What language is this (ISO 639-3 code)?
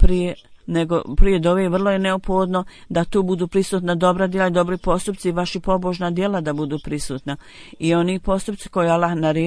bos